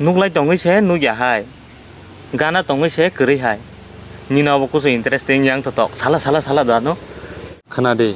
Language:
Kok Borok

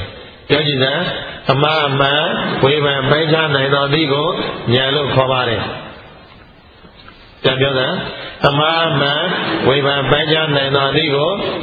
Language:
Burmese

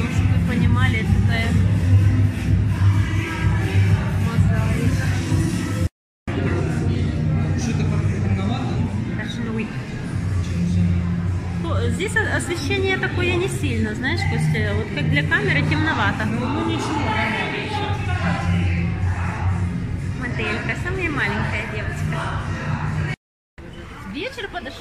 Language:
Russian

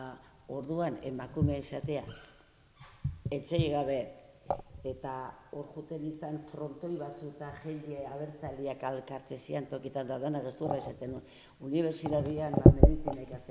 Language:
Basque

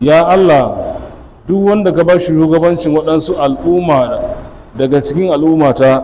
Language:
Hausa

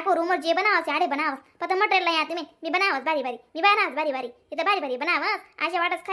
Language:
Khandesi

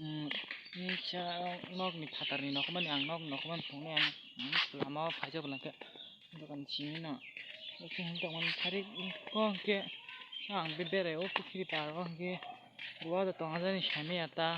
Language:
Kok Borok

